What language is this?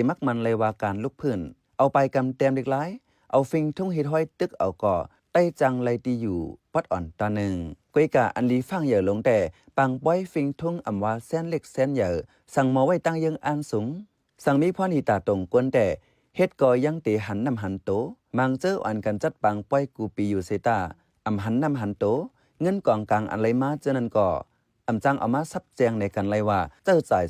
Shan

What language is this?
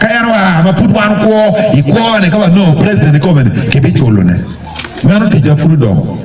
Acoli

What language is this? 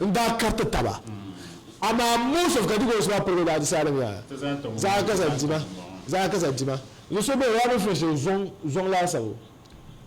Dagbani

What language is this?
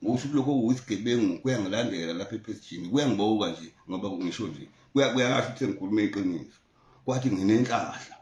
Zulu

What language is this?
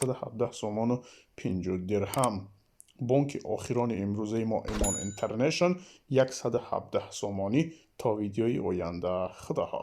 Tajik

